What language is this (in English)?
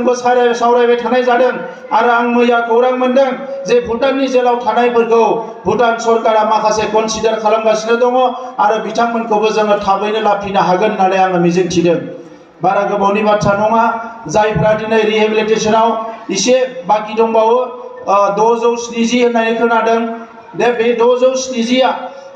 Bodo